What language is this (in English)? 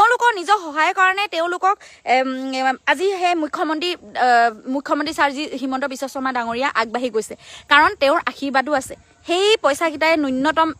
Assamese